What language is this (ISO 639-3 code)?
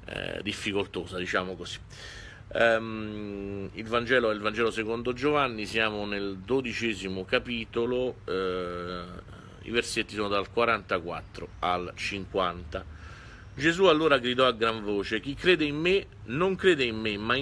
ita